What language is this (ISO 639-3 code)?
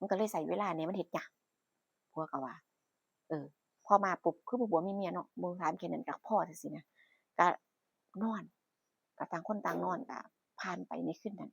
tts